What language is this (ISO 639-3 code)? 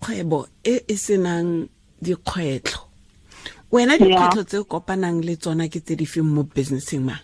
tsn